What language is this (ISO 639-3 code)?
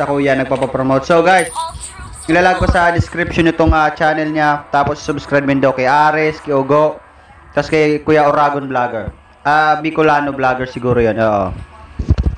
fil